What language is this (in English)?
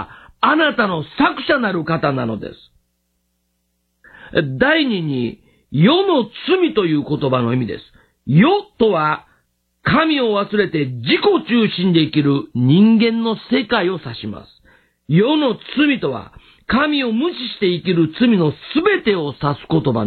Japanese